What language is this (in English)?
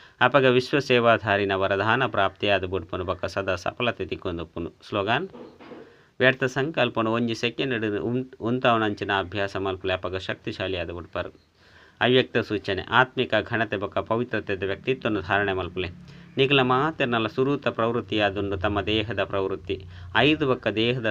Tulu